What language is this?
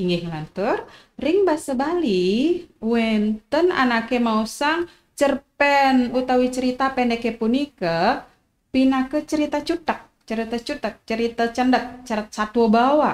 Balinese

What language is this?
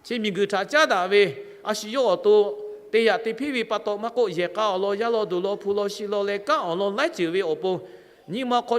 Lahu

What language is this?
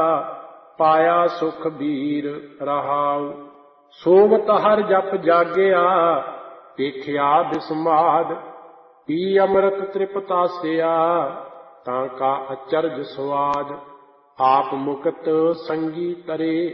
Punjabi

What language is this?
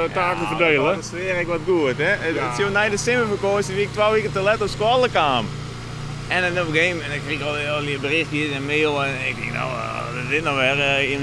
Western Frisian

